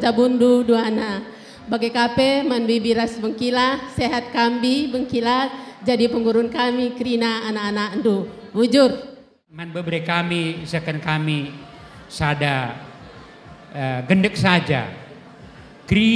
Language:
Batak Karo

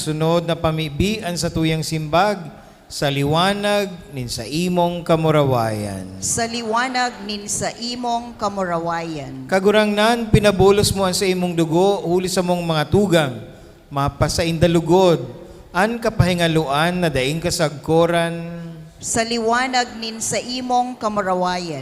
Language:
Bikol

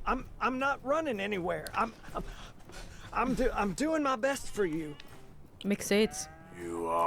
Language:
Swiss German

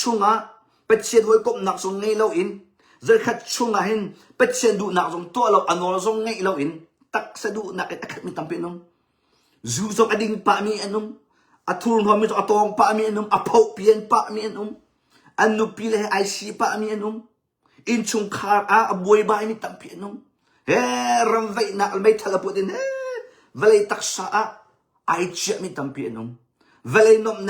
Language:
Hakha Chin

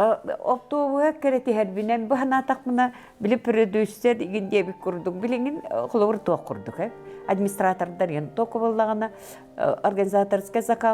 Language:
Yakut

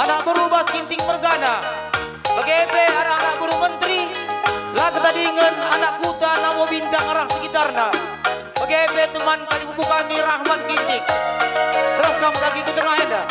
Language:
Batak Karo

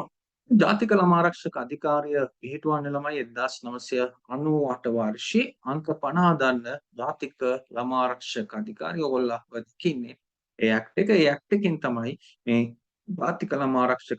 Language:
Sinhala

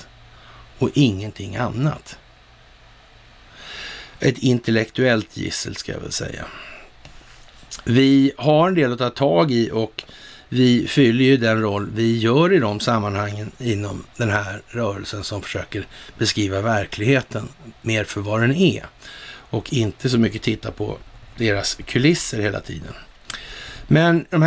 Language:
Swedish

